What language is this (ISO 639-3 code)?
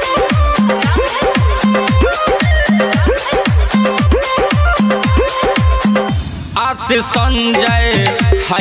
bho